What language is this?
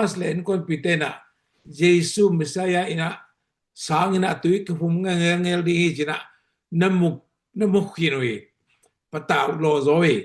Tedim Chin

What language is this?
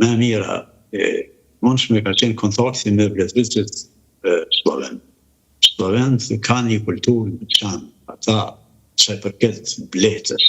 Albanian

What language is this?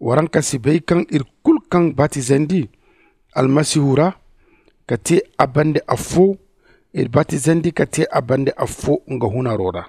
Zarma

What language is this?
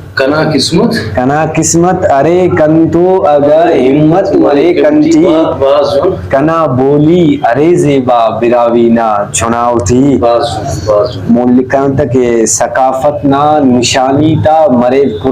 Brahui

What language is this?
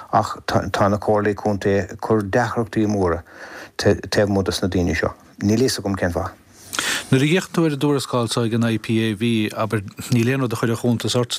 Irish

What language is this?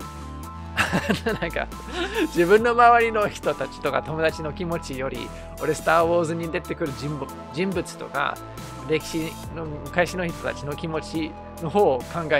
Japanese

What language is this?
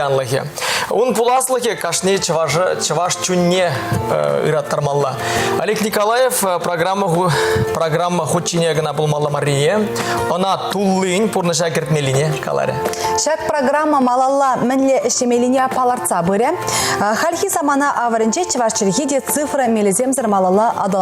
Chuvash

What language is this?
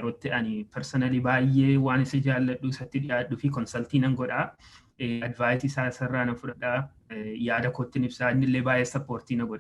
Oromo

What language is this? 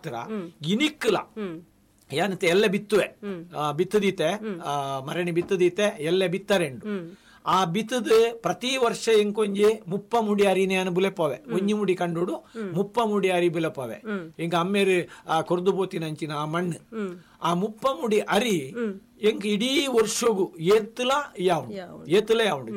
Tulu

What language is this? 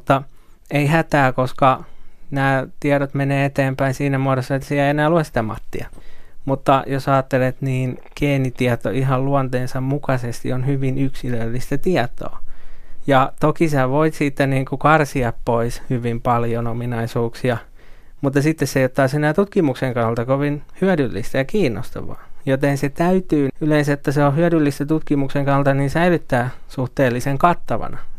Finnish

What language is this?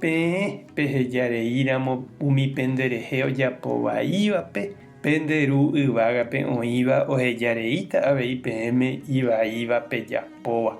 Guarani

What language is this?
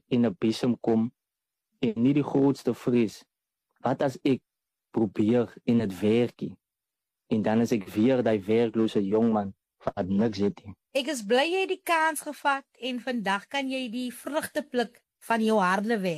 Afrikaans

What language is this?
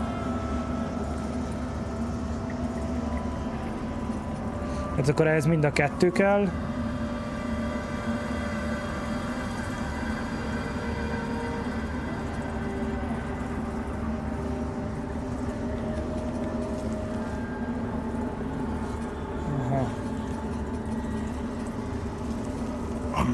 Hungarian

